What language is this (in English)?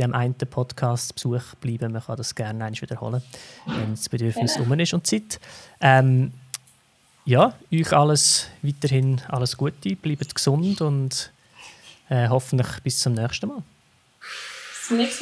German